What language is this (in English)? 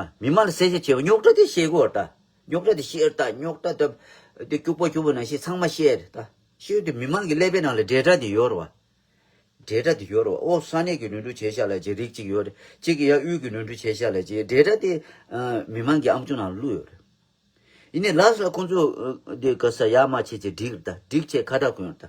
Tibetan